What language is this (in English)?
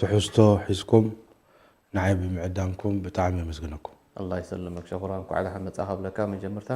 Tigrinya